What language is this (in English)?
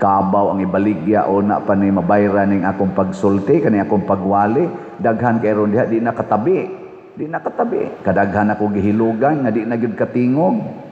Cebuano